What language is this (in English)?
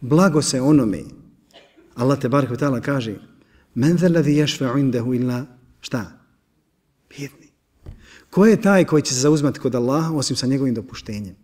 Bosnian